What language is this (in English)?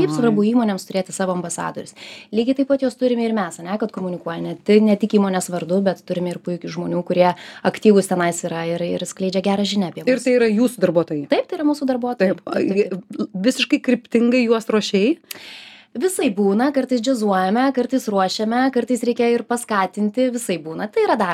Lithuanian